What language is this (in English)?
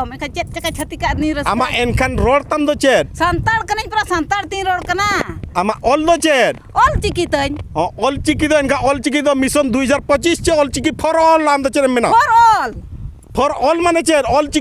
Santali